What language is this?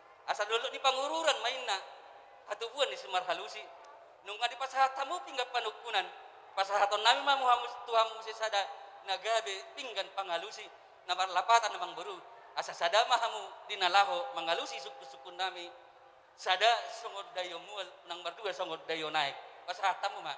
Batak Toba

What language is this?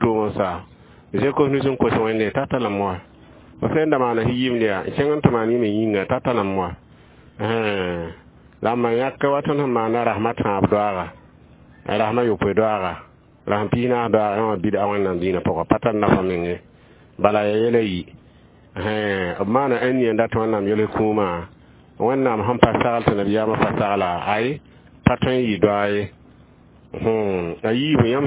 Mossi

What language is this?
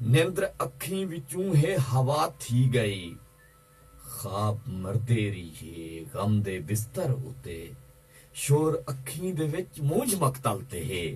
Saraiki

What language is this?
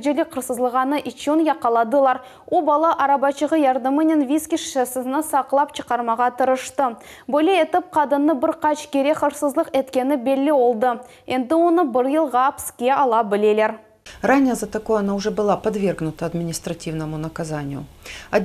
Crimean Tatar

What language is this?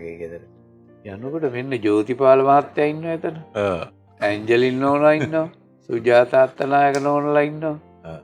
Sinhala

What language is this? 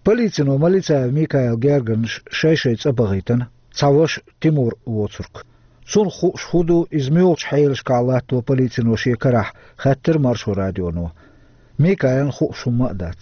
Chechen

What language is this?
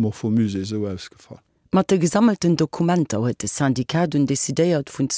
Luxembourgish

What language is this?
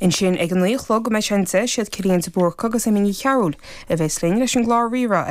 Irish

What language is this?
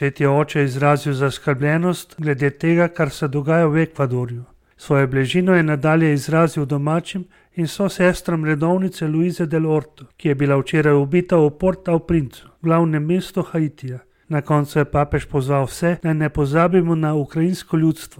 Slovenian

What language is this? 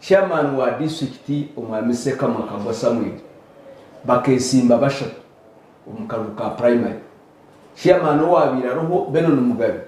Nyankole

